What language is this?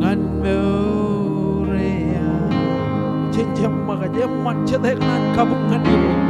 Marshallese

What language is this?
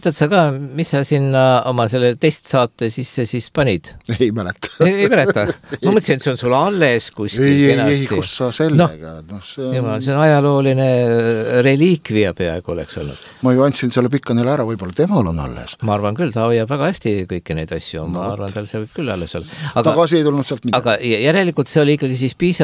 Estonian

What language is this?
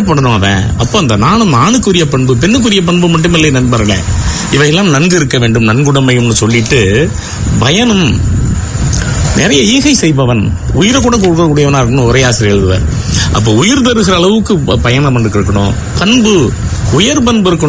Tamil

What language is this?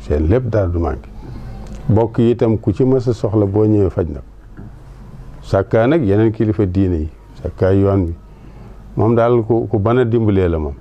Wolof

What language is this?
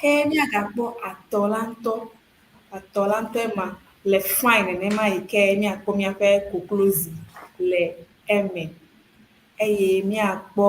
Ewe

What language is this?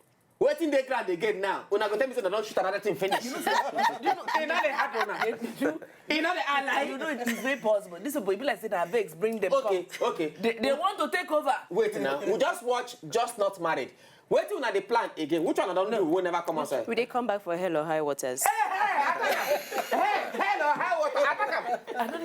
Nigerian Pidgin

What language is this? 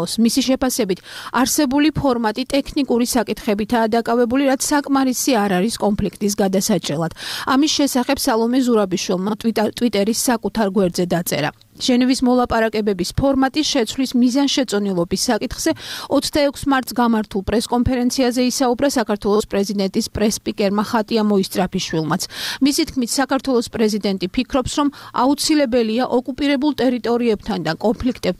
Georgian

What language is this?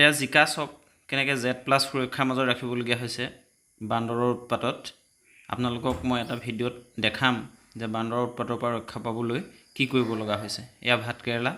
Assamese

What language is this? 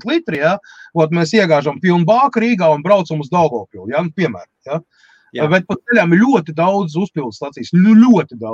Latvian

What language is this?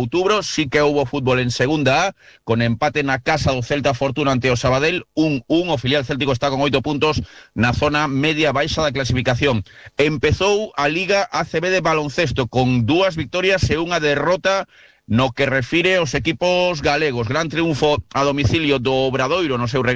Galician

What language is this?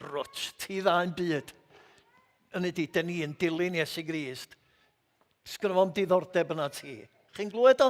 Welsh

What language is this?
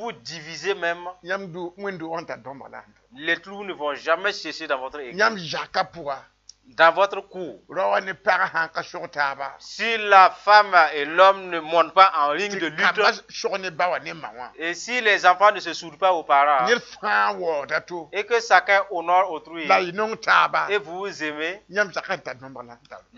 Mossi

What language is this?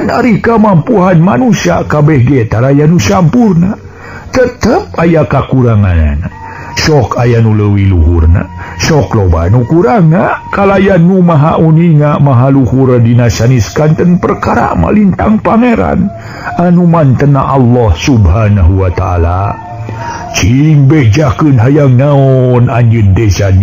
Sundanese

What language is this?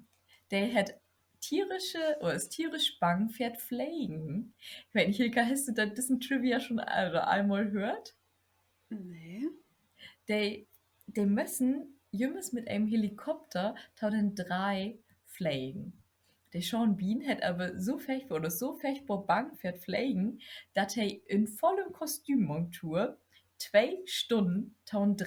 Low German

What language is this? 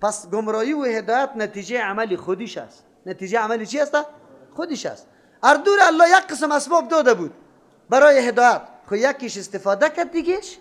Persian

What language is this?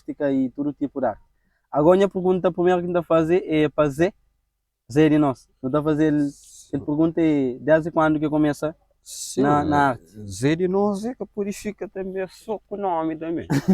Kabuverdianu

